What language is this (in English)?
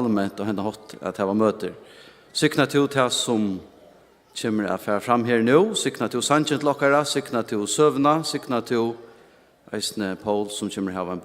Faroese